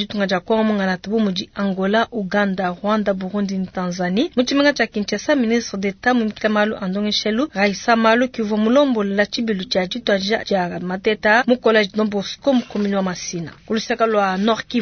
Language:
Luba-Lulua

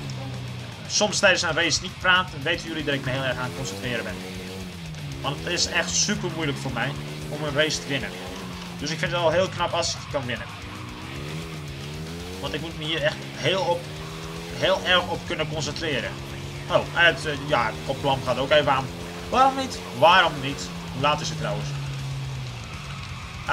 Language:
Dutch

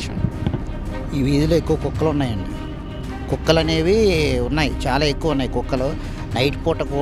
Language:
Telugu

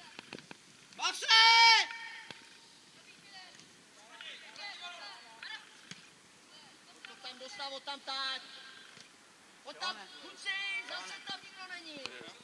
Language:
Czech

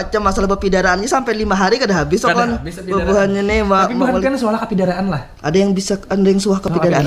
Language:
Banjar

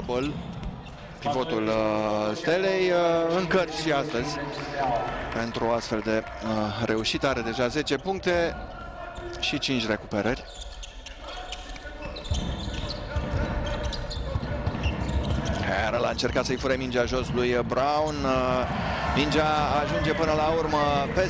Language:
Romanian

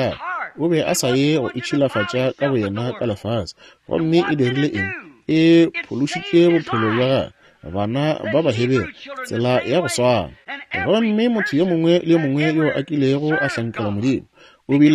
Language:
Northern Sotho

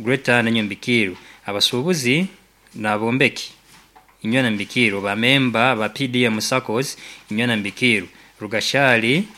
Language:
Nyankole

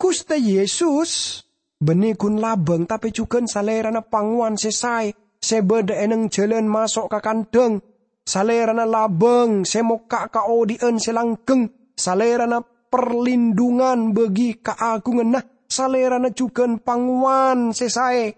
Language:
Madurese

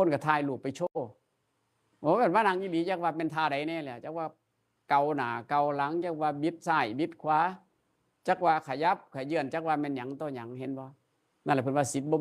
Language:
Northeastern Thai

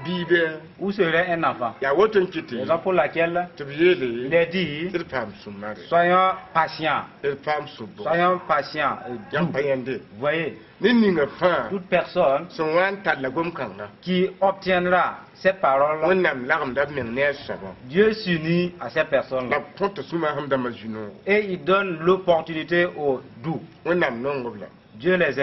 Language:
Mossi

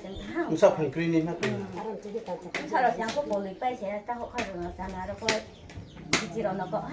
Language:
Riang (India)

